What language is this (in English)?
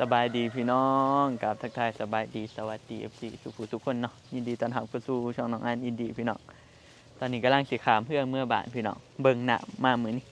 Northeastern Thai